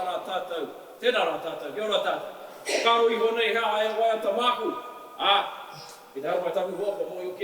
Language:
Māori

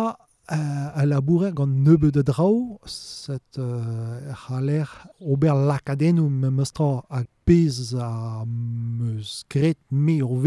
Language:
Breton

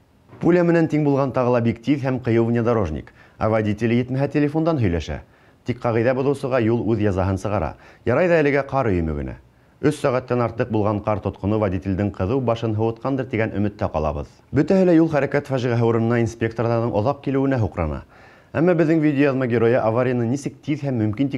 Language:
Bashkir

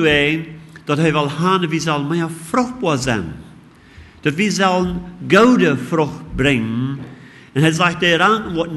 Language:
Plautdietsch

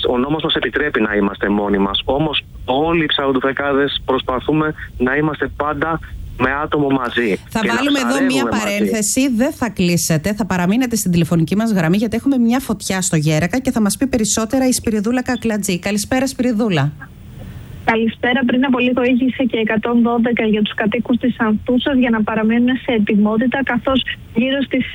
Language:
Greek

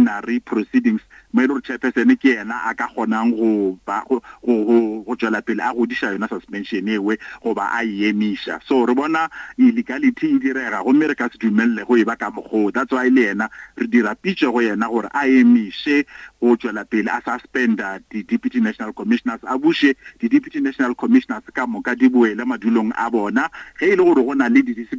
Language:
Northern Sotho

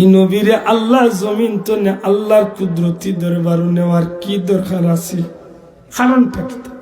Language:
Sylheti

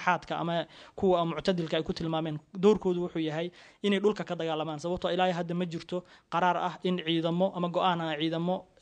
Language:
Somali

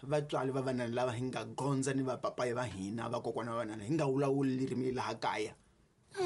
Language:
Tsonga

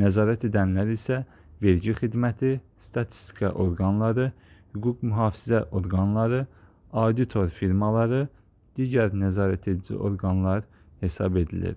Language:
Azerbaijani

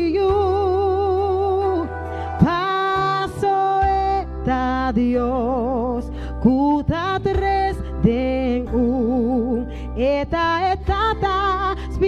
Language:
Papiamento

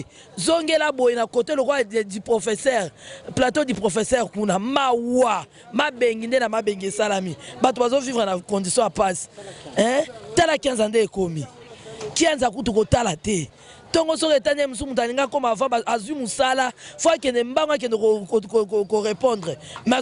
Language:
Lingala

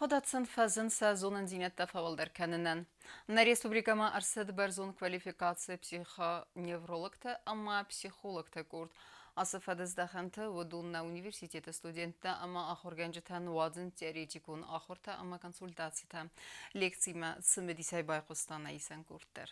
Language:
Ossetic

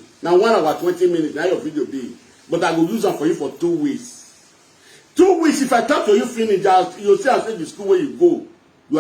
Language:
Nigerian Pidgin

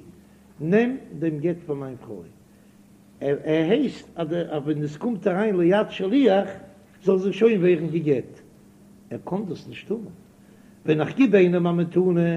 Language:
Yiddish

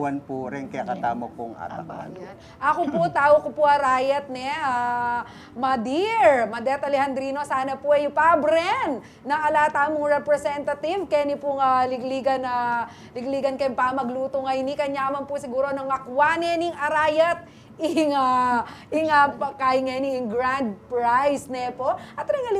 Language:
Pampanga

